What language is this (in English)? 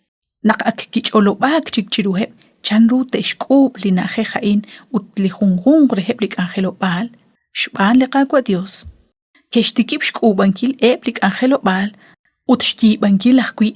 Kekchí